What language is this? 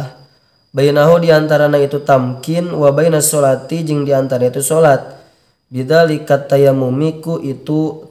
Sundanese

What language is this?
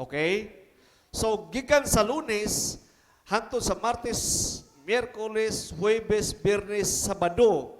Cebuano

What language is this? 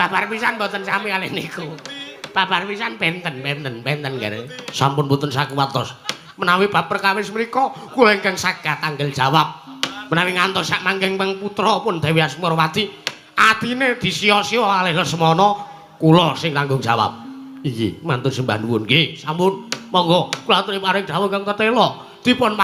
Javanese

